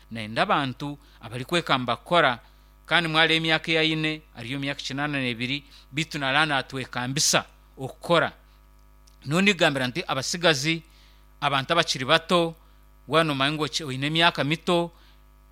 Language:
Nyankole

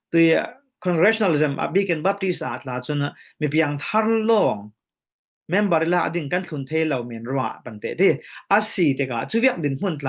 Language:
Falam Chin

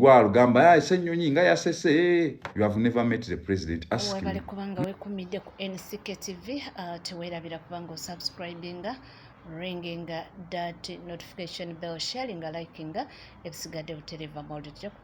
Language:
Ganda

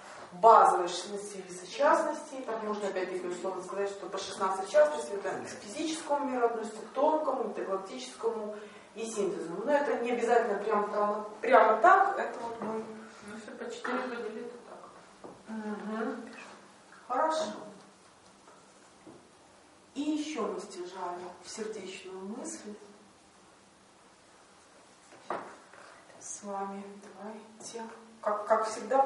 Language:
Russian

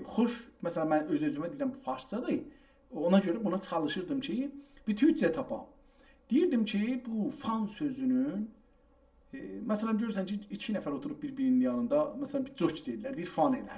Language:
South Azerbaijani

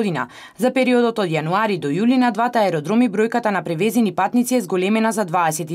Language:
Macedonian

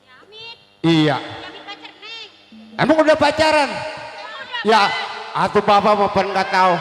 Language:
Betawi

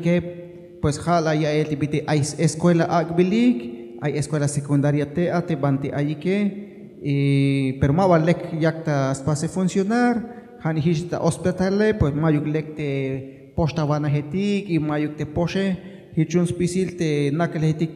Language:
Tzeltal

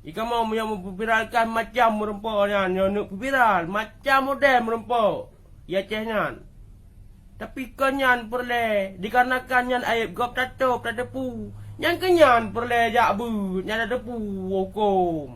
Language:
Achinese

